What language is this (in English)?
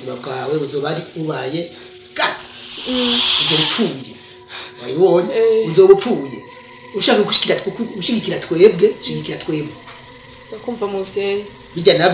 Rundi